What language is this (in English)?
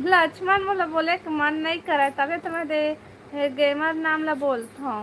Chhattisgarhi